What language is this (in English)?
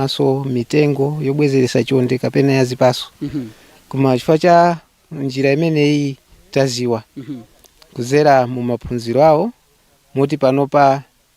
Nyanja